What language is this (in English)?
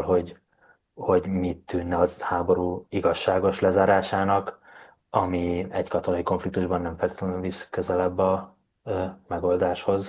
Hungarian